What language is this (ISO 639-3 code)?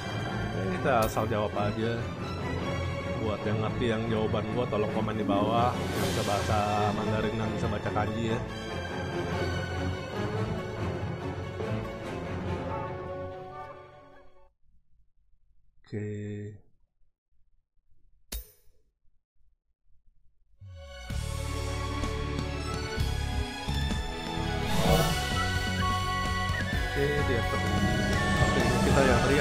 ind